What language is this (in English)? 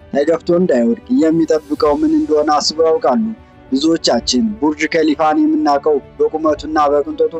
Amharic